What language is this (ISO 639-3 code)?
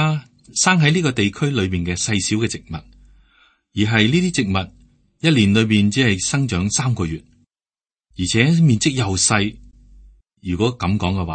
yue